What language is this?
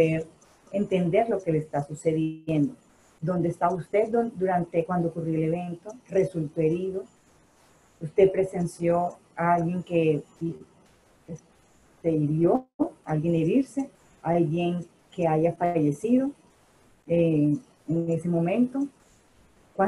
Spanish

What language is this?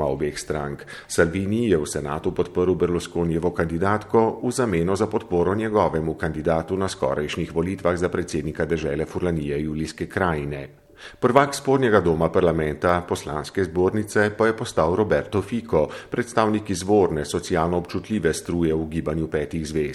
Slovenian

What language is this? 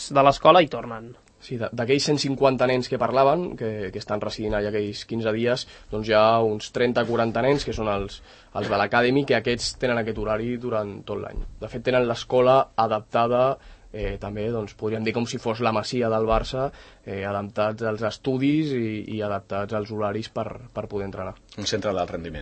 Catalan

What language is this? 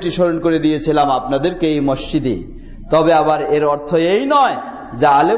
Bangla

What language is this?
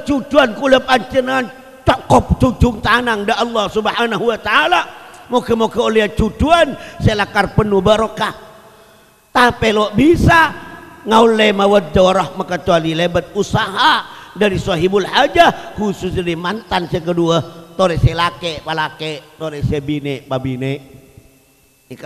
Madurese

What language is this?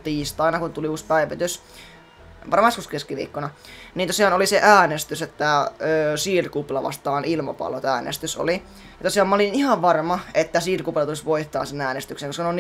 Finnish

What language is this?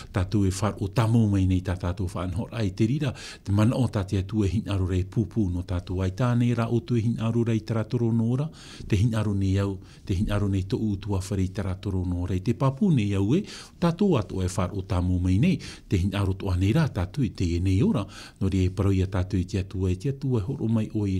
Tahitian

